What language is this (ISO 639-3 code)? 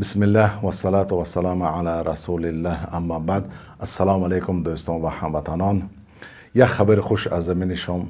tgk